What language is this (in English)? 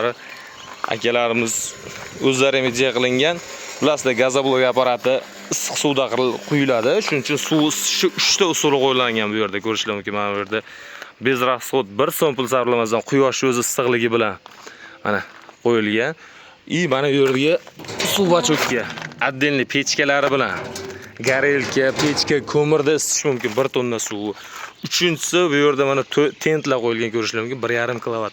Uzbek